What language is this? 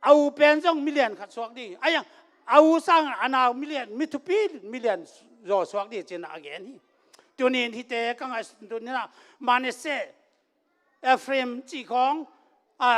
Tedim Chin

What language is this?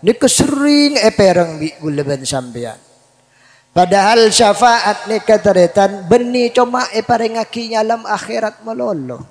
Madurese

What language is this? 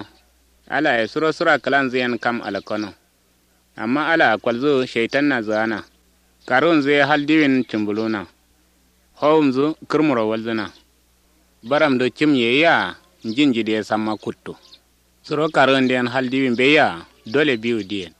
Kanuri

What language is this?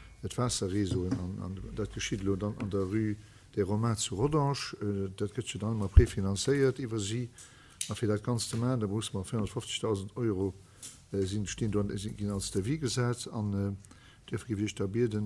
Luxembourgish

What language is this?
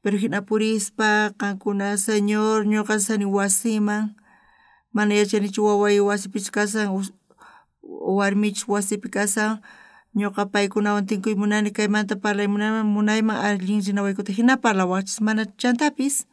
South Bolivian Quechua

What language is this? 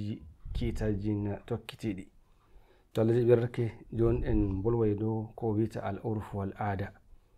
Nigerian Fulfulde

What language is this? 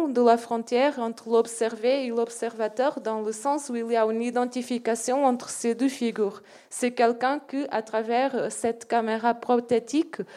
French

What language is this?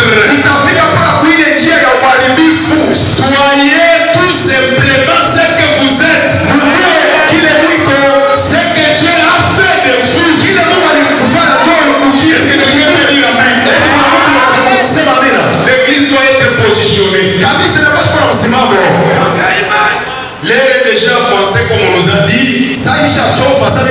Swahili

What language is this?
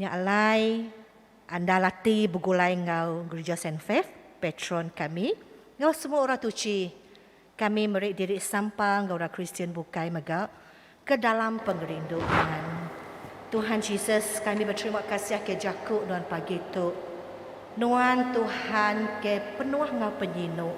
Iban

